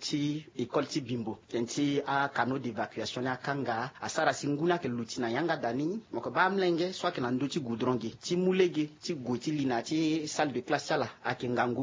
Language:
Sango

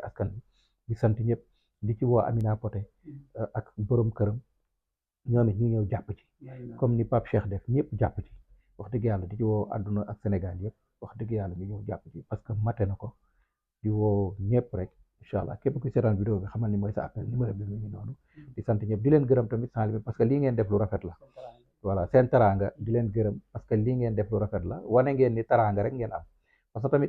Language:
Wolof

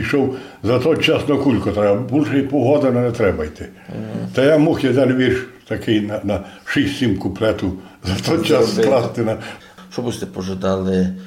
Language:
Rusyn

